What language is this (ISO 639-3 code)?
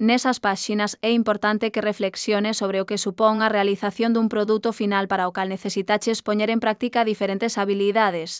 glg